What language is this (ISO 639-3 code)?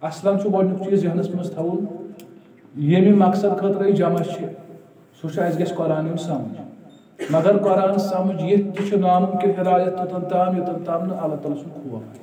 kas